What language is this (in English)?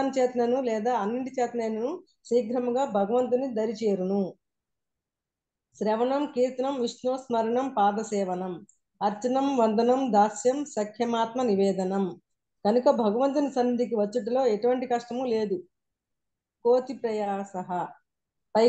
Telugu